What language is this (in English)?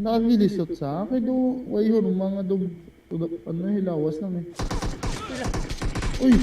Hiligaynon